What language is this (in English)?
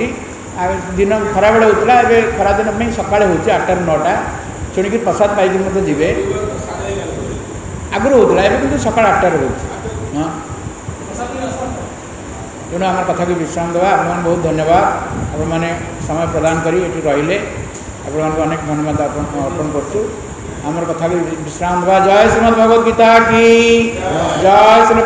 Odia